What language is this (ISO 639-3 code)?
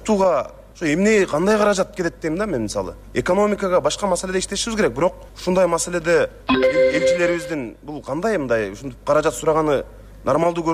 kir